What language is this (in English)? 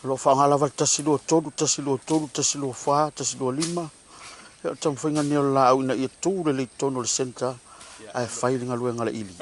Samoan